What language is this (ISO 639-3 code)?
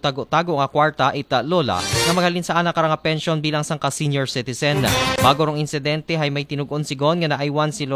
akl